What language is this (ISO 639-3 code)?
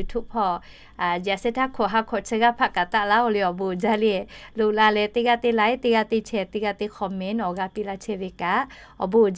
lhu